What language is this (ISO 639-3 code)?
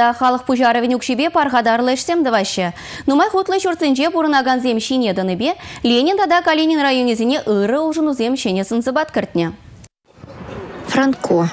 chv